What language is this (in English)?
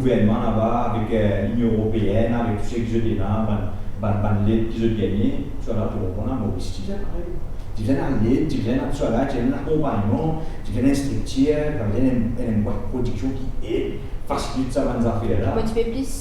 Morisyen